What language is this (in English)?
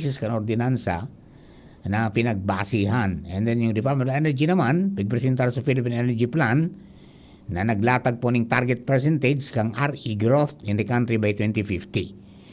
Bikol